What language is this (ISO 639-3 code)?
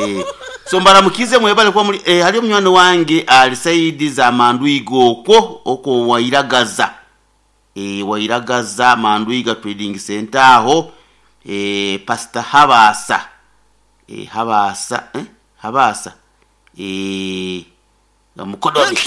nyo